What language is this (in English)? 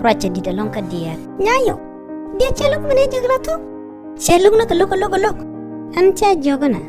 Nuer